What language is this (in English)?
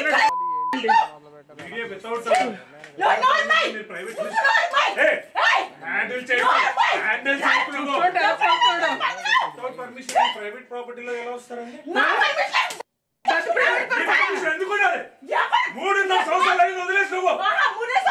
Telugu